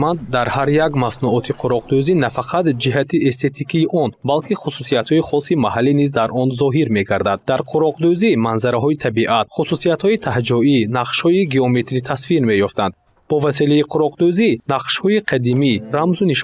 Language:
Tajik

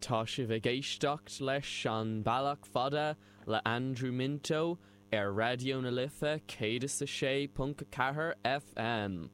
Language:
Irish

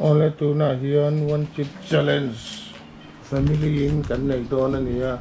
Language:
Mizo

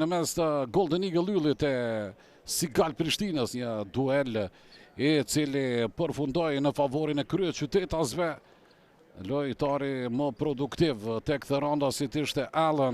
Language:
Albanian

